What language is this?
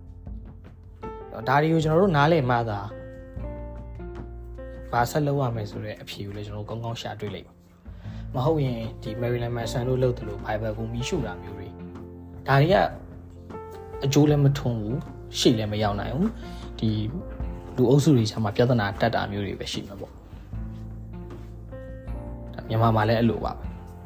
Burmese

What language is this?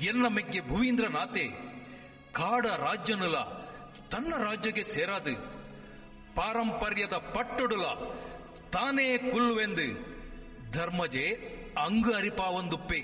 Tulu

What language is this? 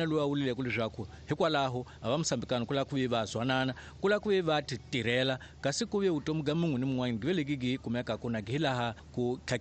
Tsonga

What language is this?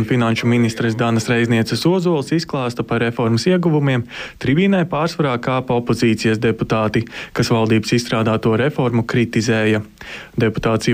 Latvian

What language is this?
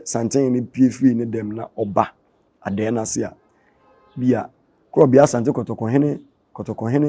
Akan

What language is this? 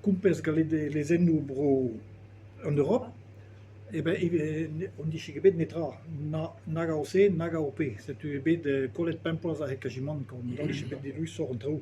Breton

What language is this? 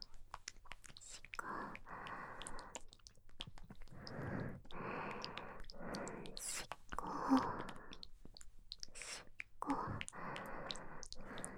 Japanese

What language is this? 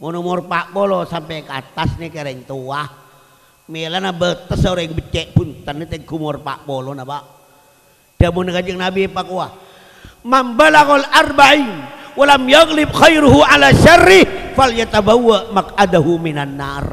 Madurese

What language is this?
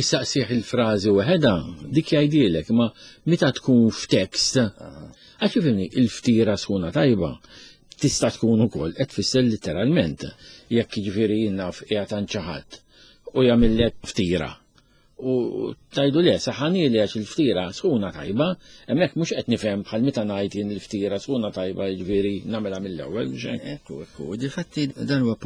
Maltese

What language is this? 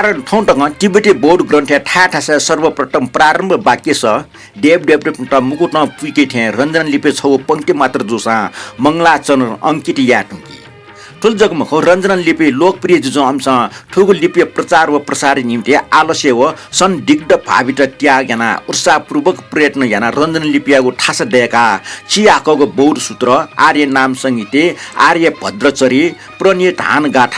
Newari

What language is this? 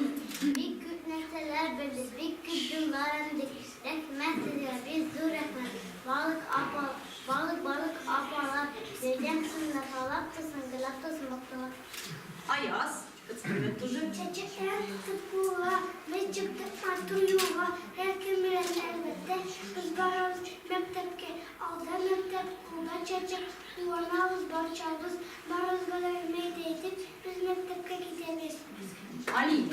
Tatar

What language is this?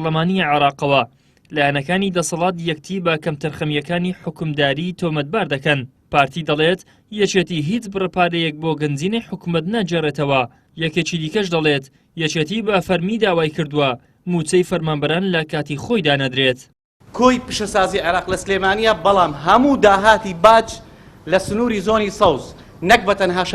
Central Kurdish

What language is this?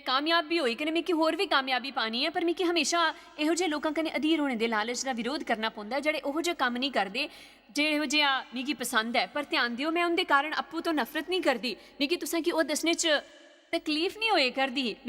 Dogri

